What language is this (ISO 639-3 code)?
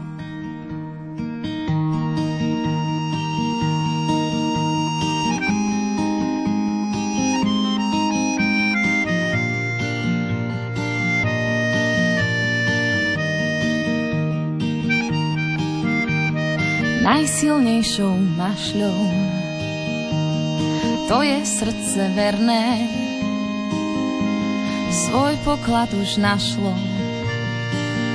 slk